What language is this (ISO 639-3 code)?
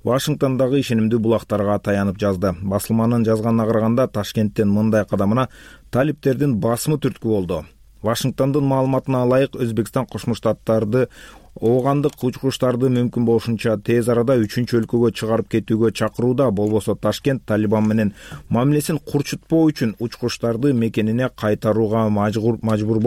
kir